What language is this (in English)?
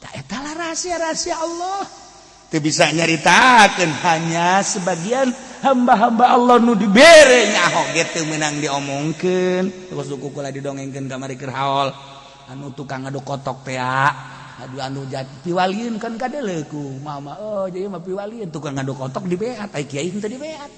Sundanese